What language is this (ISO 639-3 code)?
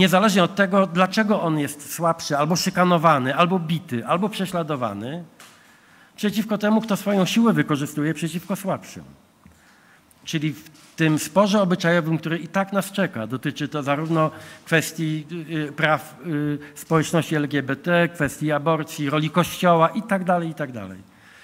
pol